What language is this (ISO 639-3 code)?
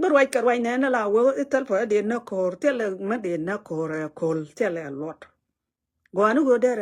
nus